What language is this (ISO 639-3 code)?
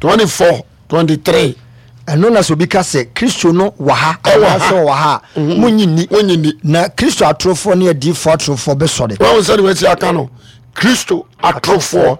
aka